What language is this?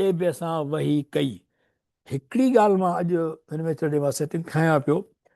Sindhi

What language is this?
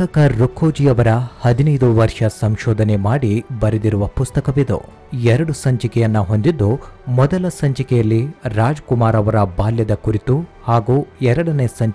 Kannada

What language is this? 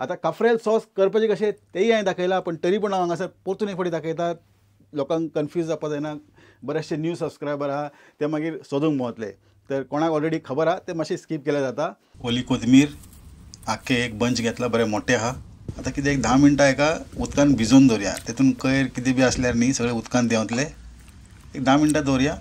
Konkani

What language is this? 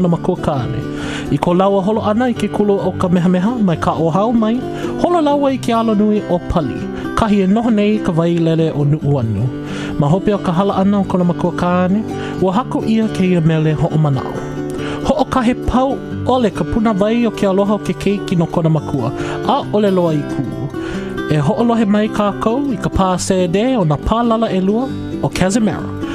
Hawaiian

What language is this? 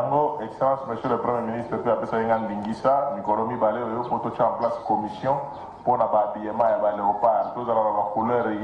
Lingala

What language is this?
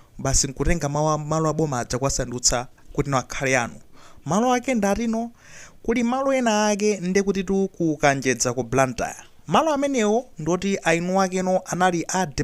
Nyanja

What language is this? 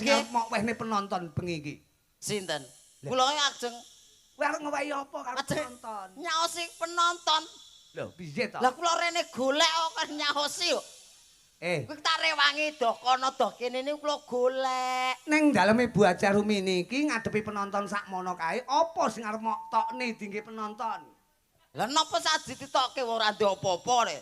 Javanese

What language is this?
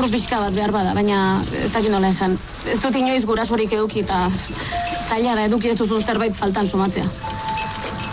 Basque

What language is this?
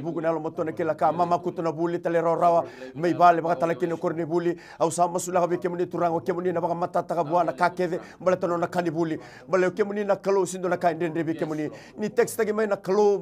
Fijian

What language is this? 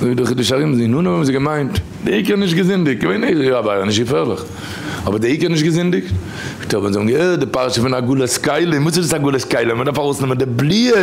Yiddish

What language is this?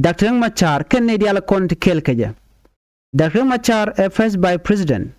Nuer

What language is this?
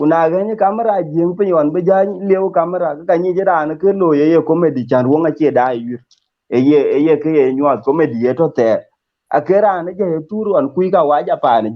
Dinka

